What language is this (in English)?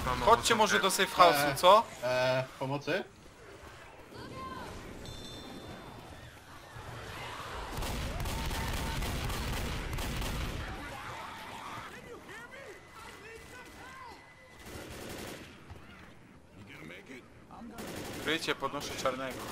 Polish